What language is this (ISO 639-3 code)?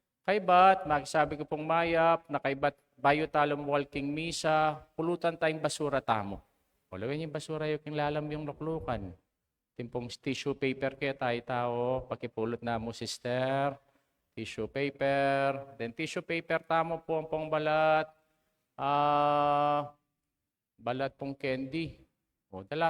pam